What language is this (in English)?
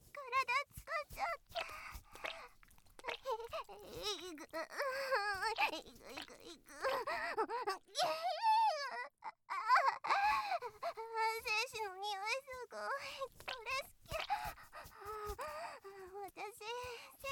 Japanese